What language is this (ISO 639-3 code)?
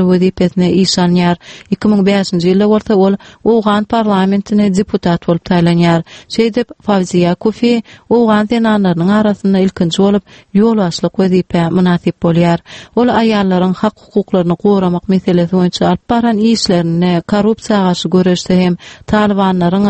tuk